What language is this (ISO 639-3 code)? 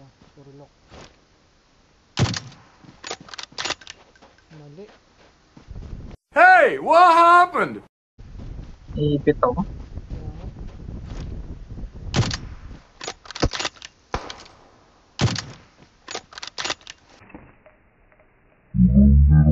fil